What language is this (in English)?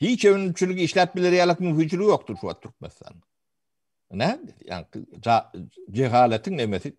Turkmen